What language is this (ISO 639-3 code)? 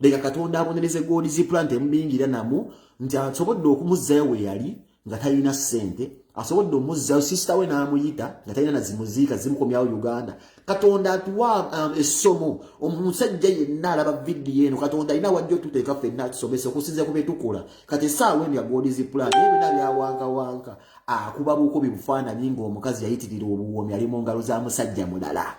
lug